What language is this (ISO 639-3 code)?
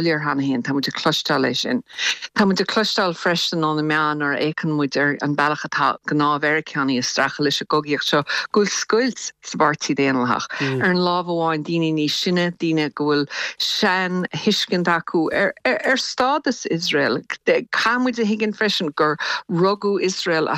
gle